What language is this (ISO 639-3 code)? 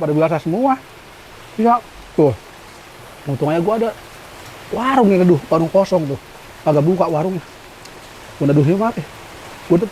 bew